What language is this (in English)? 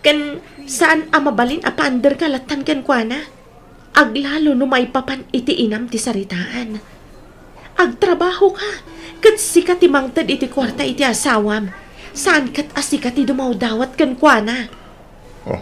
Iloko